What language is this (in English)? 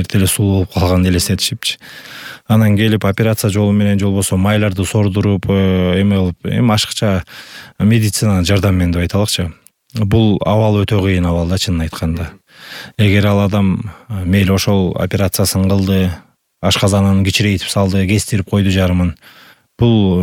Kyrgyz